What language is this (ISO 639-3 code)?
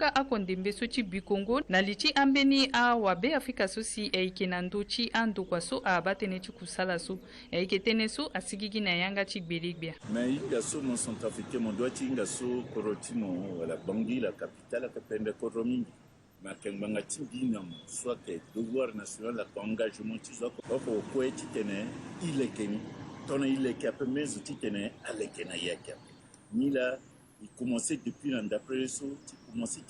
sag